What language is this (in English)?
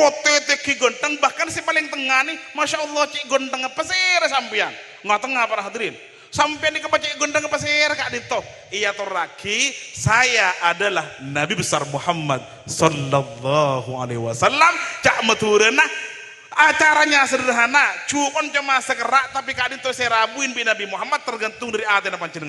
Madurese